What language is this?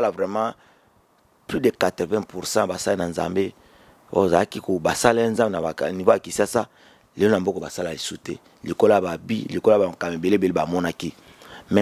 Lingala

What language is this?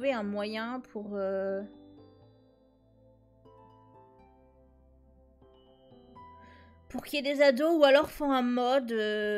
French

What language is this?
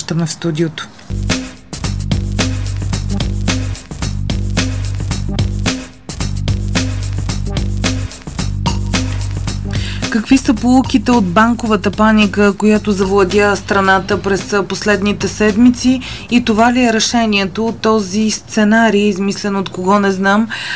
Bulgarian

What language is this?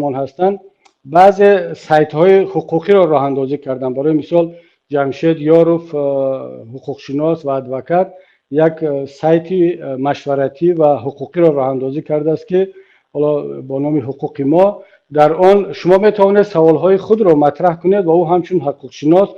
Tajik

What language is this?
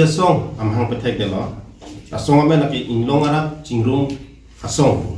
Karbi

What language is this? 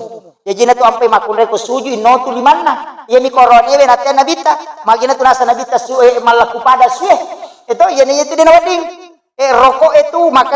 Buginese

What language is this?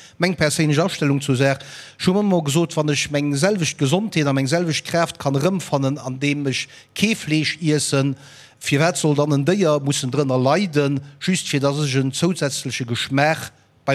Luxembourgish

